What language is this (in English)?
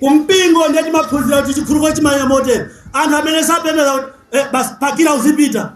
Nyanja